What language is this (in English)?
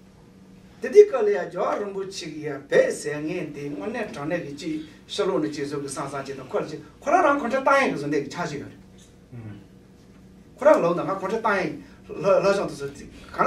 Tibetan